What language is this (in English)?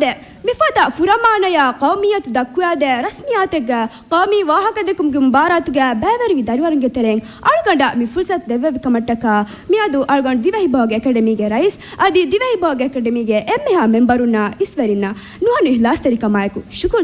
Divehi